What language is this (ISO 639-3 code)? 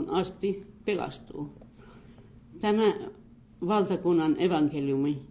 fin